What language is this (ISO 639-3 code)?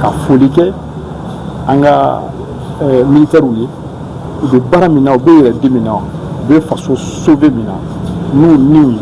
bam